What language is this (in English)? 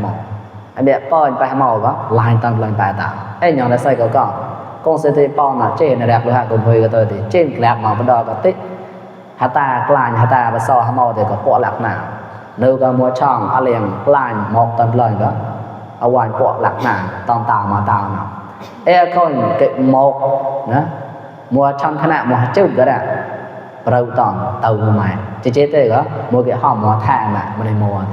Mon